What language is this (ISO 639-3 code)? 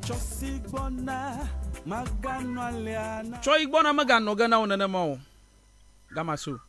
ewe